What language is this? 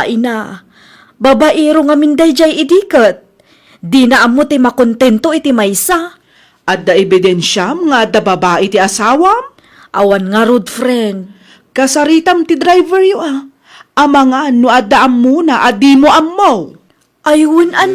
Iloko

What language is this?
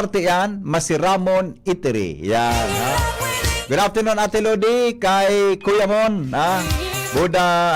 Bikol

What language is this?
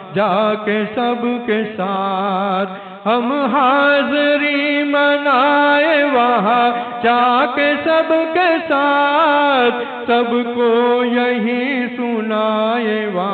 Urdu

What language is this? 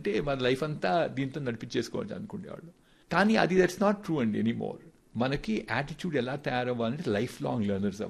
Telugu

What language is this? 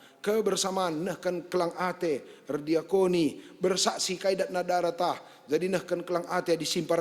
Batak Karo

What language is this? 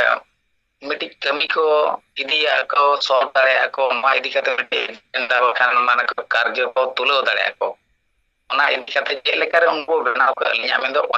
Santali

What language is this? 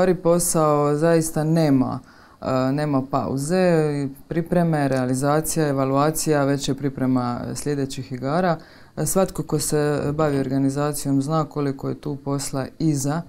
Croatian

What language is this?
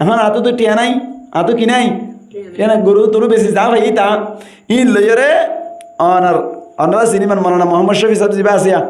Rohingya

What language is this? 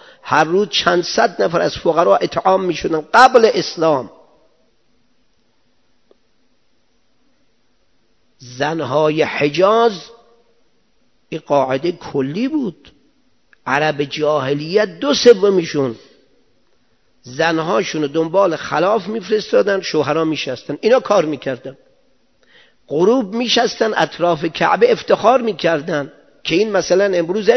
Persian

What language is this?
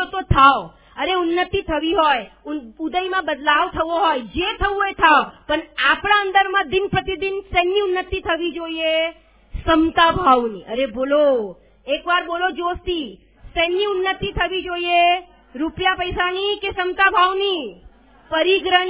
Gujarati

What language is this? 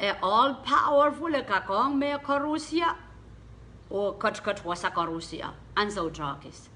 Pohnpeian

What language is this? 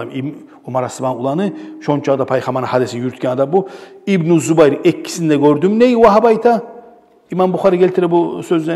Kumyk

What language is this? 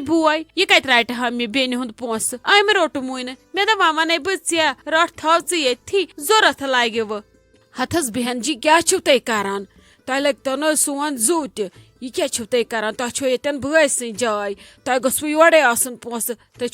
Kashmiri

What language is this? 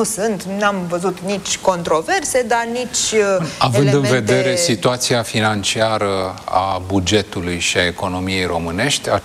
Romanian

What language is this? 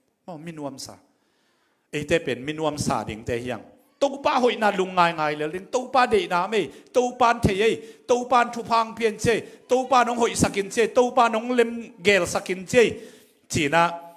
Tedim Chin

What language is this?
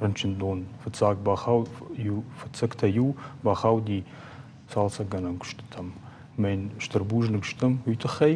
Ossetic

